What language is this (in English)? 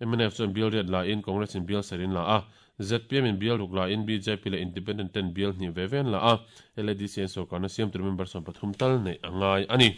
Mizo